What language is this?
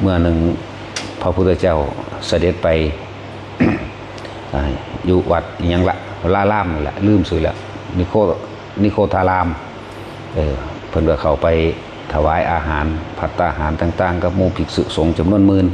Lao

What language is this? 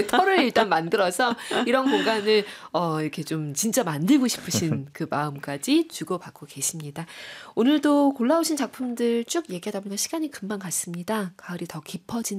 Korean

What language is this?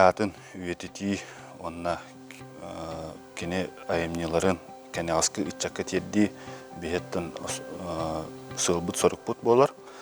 Yakut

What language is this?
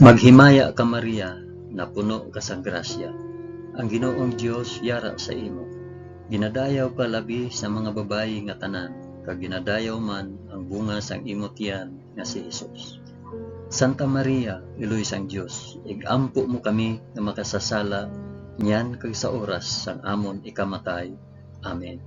Hiligaynon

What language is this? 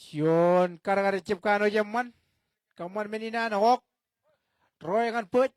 Marshallese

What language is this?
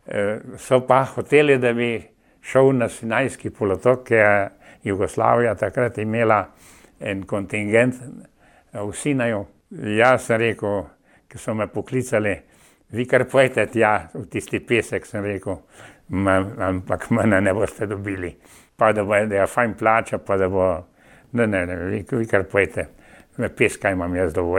Slovenian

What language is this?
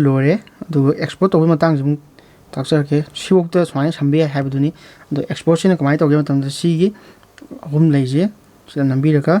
Manipuri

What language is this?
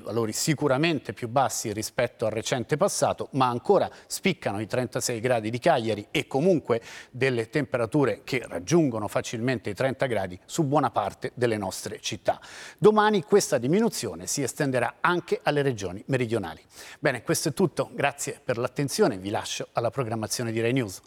Italian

